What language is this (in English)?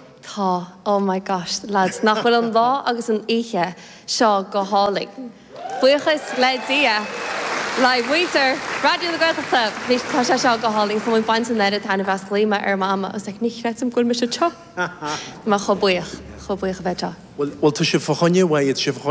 Irish